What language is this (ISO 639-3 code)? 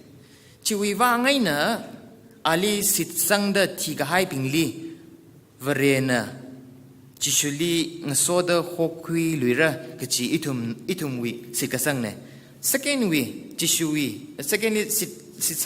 nmf